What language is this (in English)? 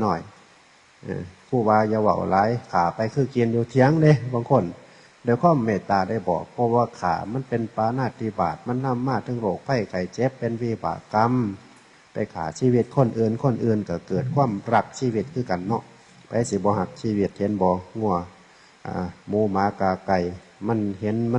Northeastern Thai